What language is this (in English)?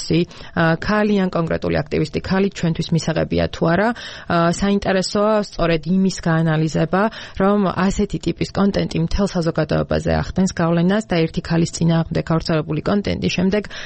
Georgian